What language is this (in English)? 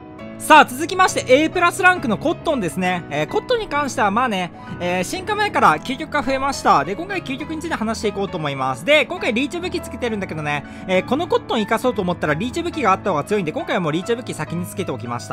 Japanese